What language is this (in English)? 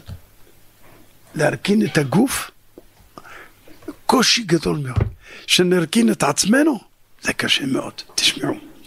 Hebrew